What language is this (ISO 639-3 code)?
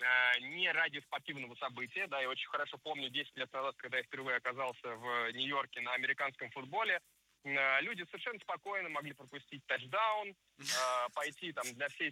rus